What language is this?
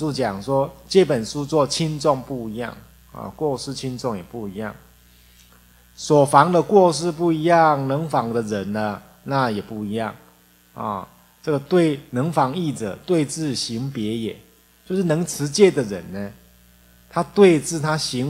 Chinese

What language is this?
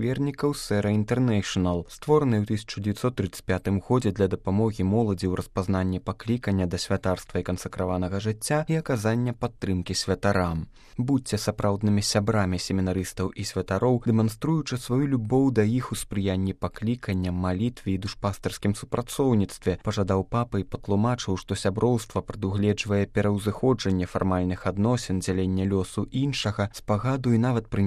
Belarusian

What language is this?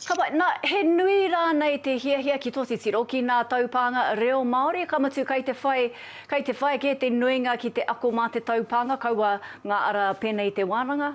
Māori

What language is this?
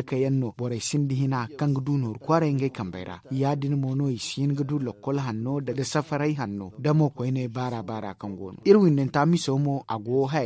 Zarma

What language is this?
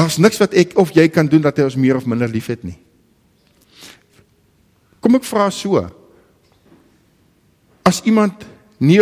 Afrikaans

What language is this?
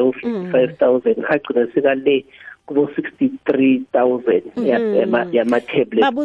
South Ndebele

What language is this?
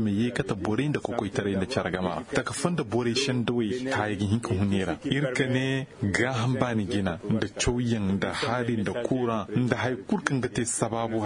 Koyraboro Senni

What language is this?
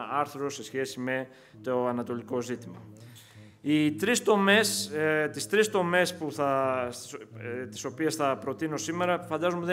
Greek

